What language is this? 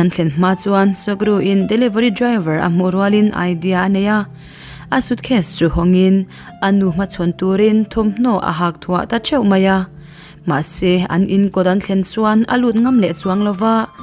Mizo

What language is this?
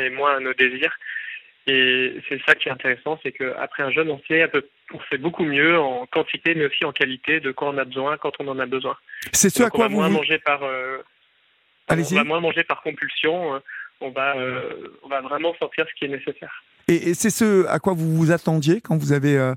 French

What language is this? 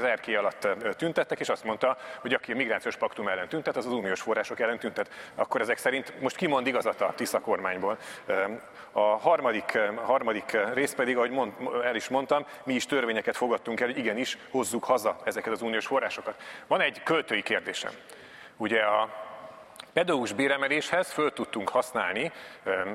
Hungarian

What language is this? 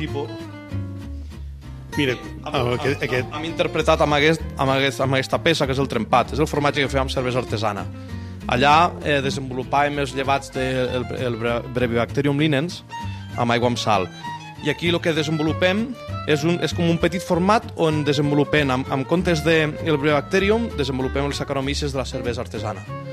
Catalan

